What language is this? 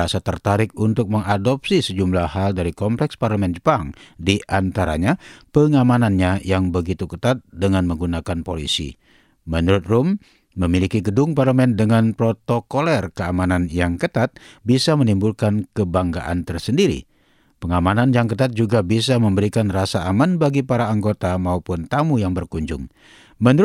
Indonesian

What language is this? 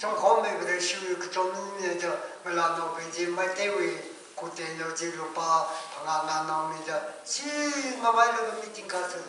Tangkhul Naga (India)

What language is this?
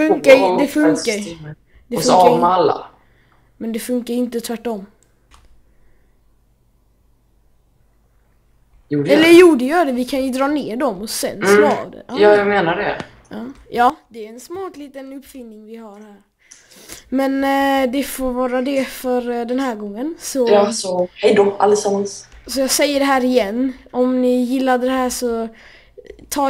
Swedish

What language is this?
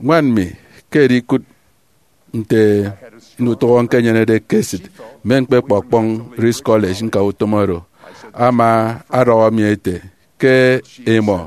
Efik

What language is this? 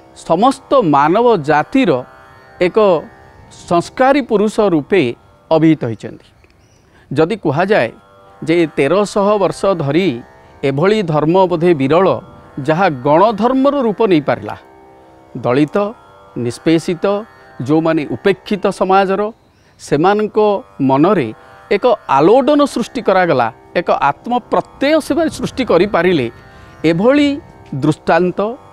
Odia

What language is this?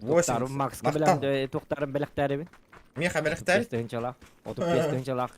Yakut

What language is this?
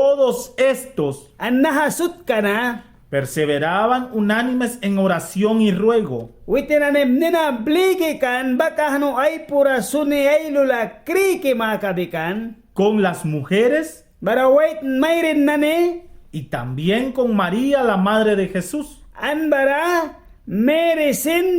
Mískito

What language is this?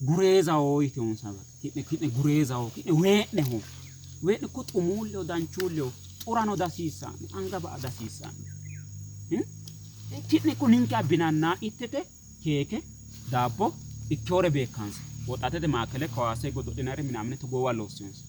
Sidamo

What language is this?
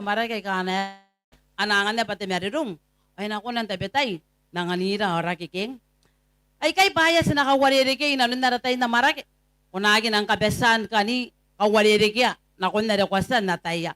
Gilbertese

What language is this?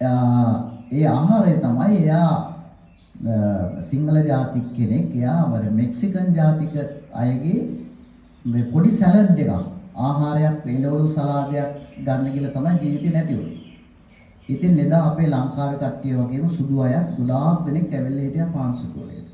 Sinhala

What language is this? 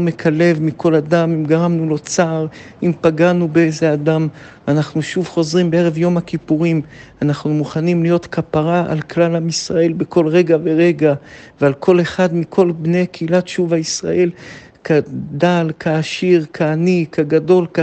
Hebrew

